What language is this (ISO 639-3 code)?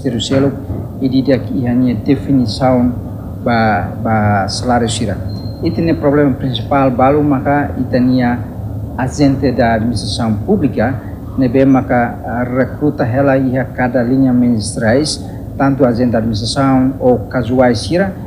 tet